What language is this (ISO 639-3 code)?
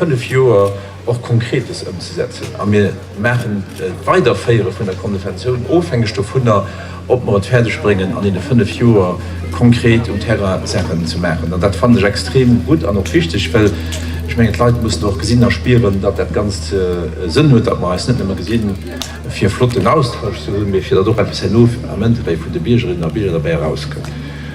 ltz